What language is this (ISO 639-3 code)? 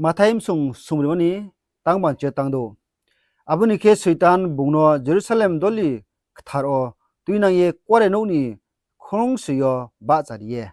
ria